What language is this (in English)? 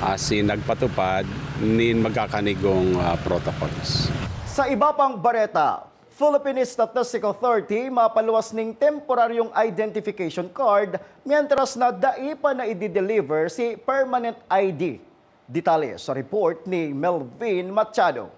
Bikol